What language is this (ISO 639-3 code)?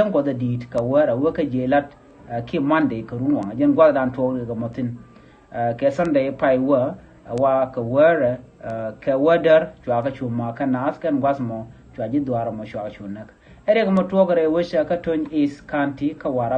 nus